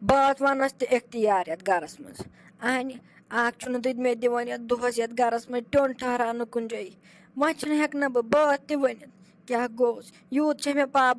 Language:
Kashmiri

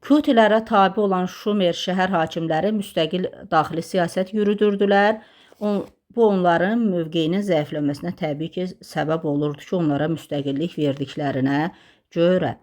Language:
Azerbaijani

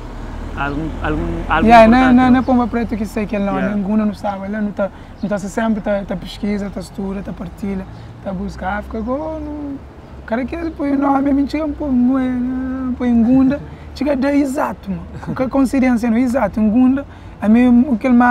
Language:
Kabuverdianu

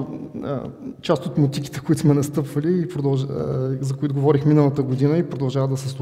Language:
Bulgarian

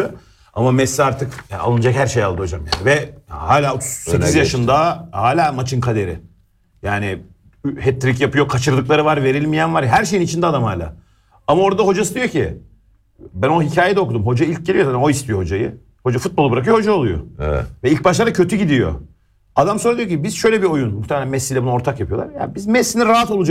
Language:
Turkish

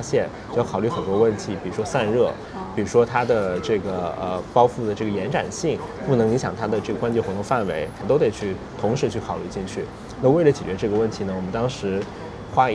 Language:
Chinese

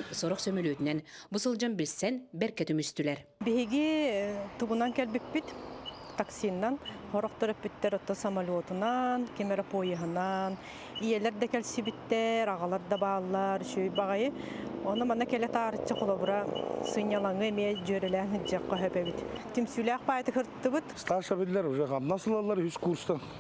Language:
Yakut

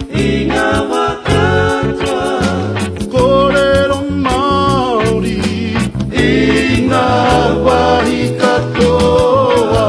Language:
Māori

